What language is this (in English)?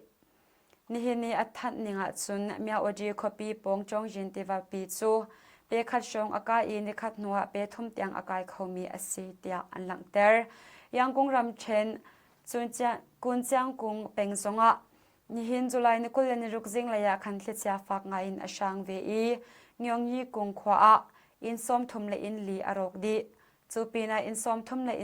Hakha Chin